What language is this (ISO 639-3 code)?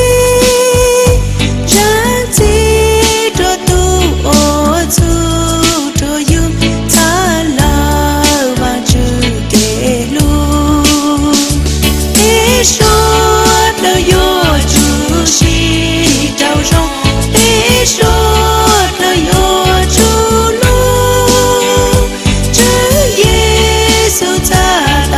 hmn